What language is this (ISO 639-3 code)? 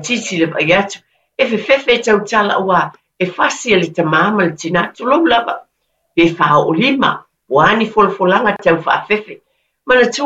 smo